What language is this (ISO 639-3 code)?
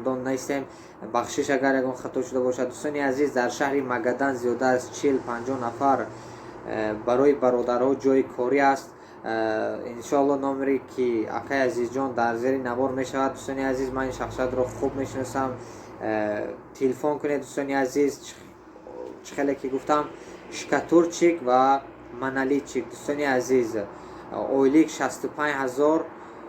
tgk